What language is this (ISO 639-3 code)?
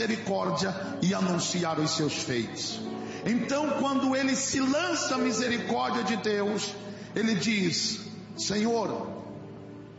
por